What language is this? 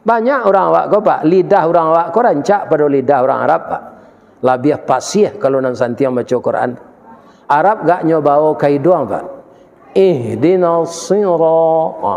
Minangkabau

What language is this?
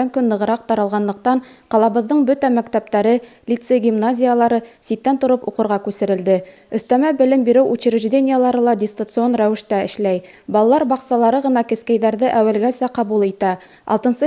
Bashkir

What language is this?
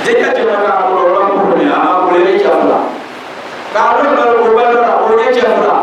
Dagbani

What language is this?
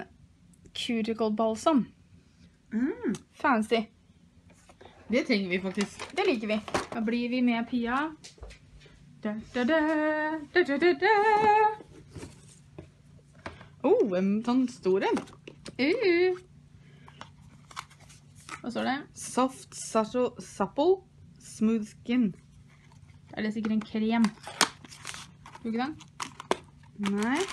Norwegian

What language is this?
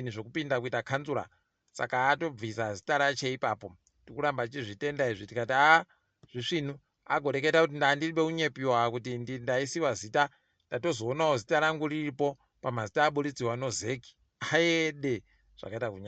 Ndau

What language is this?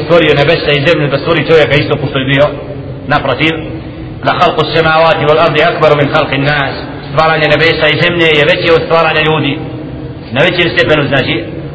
Bosnian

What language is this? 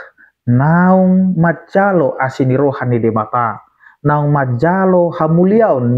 Batak Toba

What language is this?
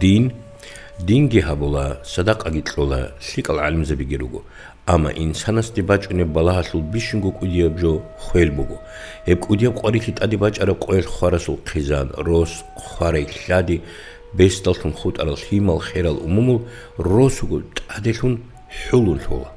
Avaric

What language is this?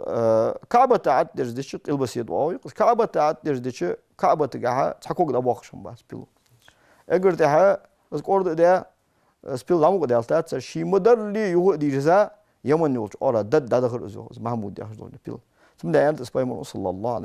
Ingush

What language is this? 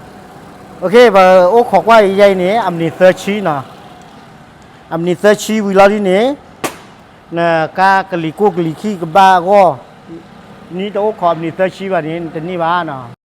S'gaw Karen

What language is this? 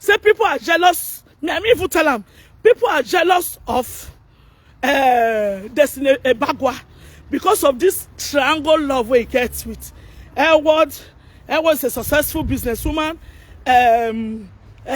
Nigerian Pidgin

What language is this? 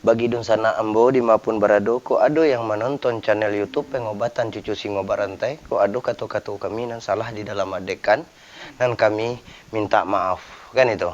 Minangkabau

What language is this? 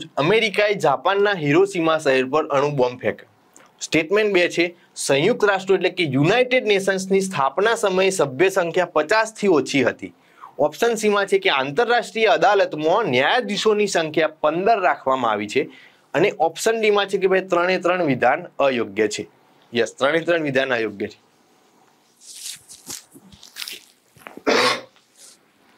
Gujarati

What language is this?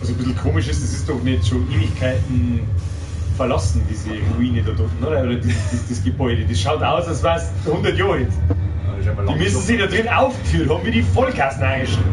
Bavarian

